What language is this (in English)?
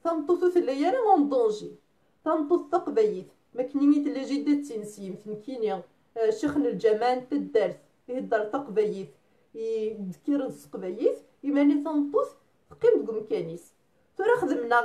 Kabyle